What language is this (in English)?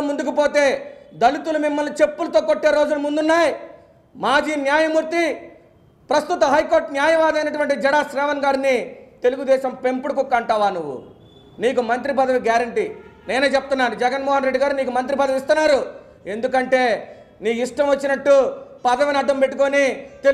Telugu